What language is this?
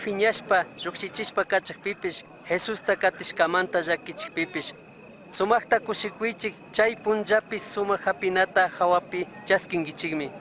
Chimborazo Highland Quichua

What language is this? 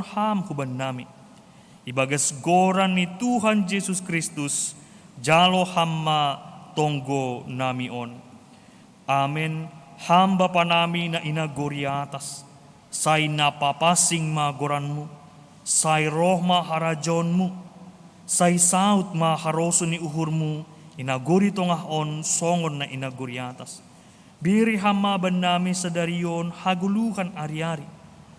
Batak Simalungun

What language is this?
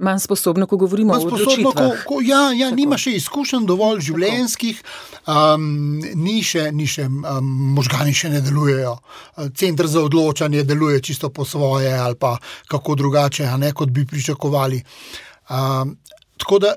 Slovenian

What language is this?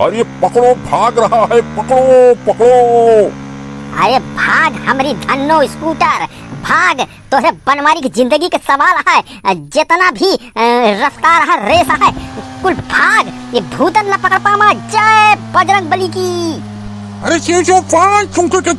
Awadhi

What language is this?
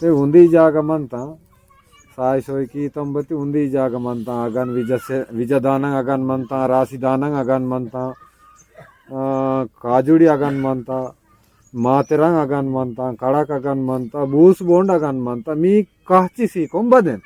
Aheri Gondi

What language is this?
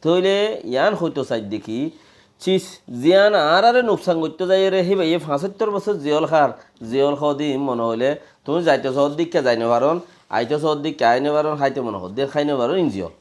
Rohingya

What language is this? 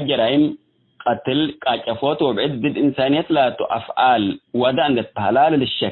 Tigre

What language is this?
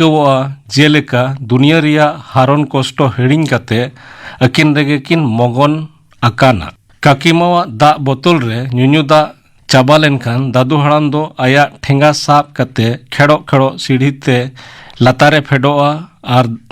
Santali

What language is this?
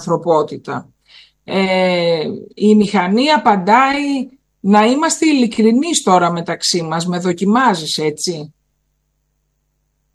Greek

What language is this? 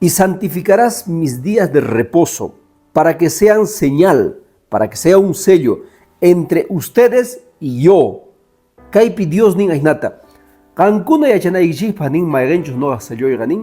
Quechua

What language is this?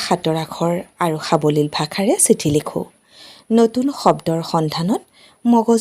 Assamese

